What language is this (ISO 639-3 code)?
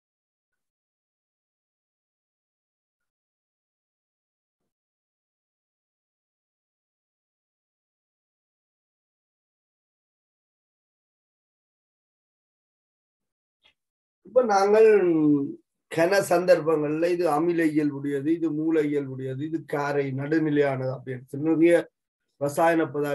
tam